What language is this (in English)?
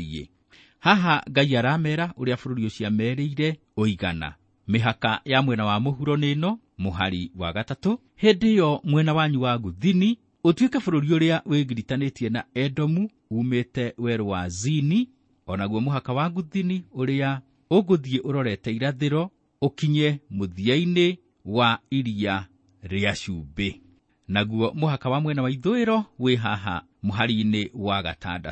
Kikuyu